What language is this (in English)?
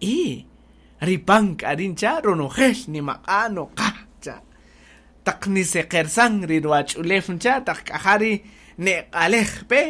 Kaqchikel